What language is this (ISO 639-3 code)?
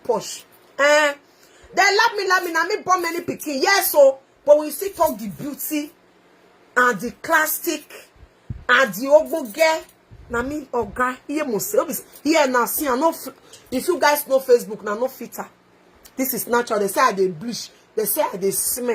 pcm